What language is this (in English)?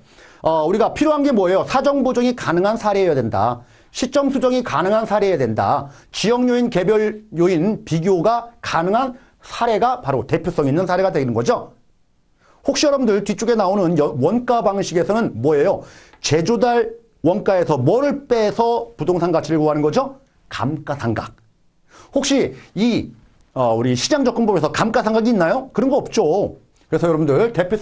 Korean